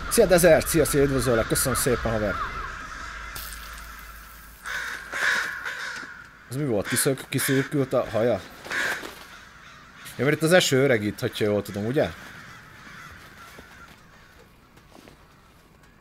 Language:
Hungarian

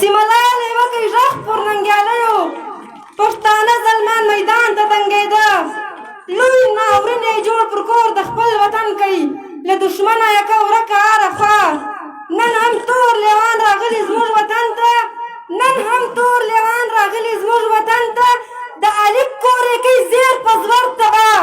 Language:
Pashto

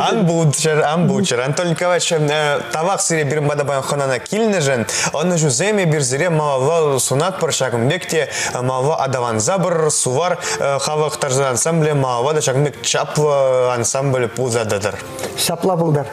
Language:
Chuvash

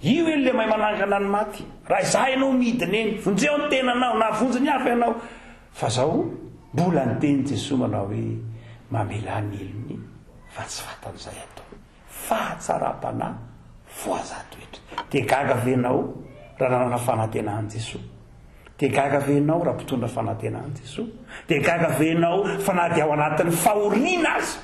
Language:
Malagasy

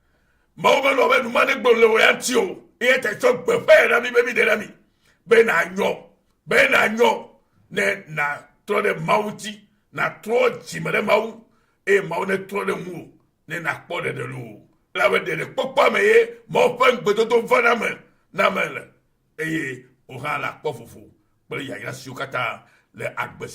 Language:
Ewe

